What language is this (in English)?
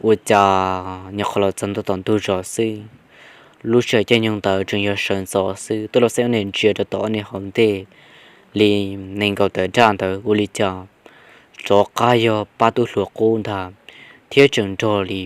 Hmong